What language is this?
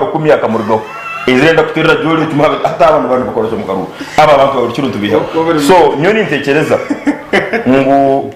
Nyankole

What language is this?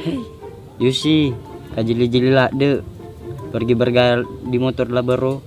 Buginese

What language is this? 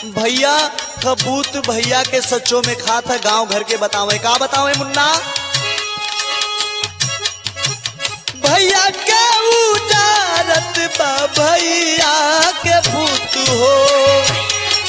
Bhojpuri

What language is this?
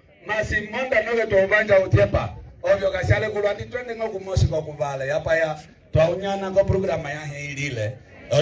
Umbundu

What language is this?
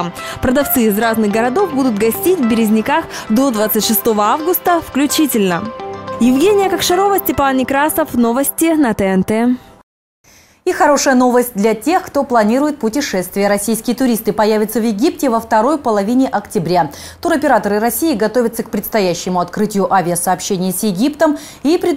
Russian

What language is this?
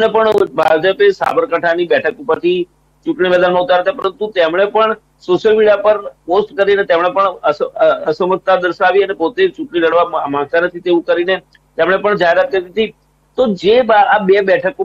Gujarati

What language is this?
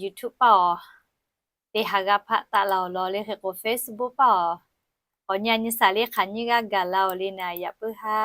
Lahu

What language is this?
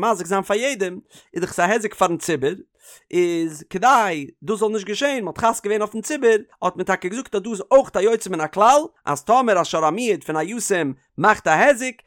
Yiddish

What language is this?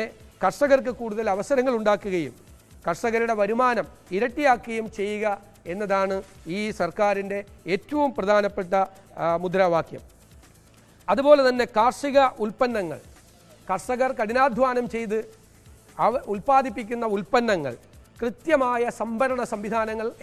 Malayalam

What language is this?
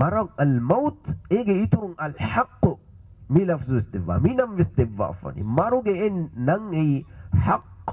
Divehi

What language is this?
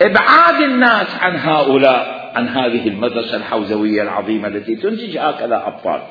Mesopotamian Arabic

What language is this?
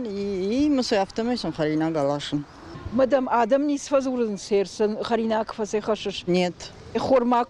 Ossetic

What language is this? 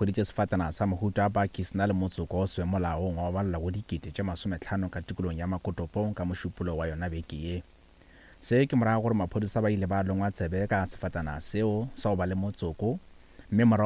Northern Sotho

